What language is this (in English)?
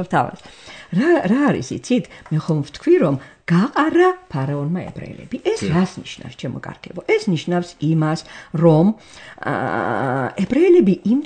Georgian